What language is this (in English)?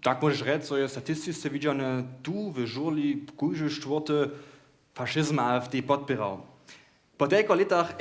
Upper Sorbian